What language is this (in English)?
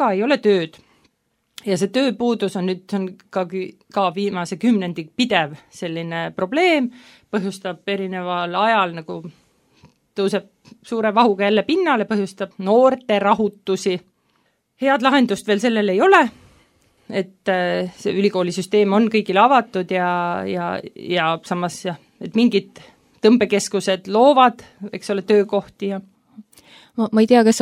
Estonian